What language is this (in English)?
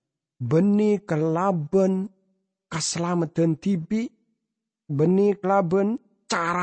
Madurese